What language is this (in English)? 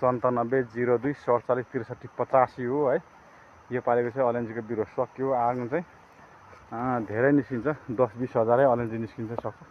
Nepali